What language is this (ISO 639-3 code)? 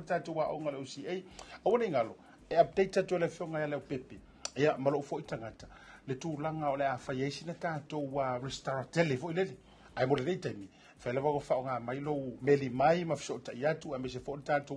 smo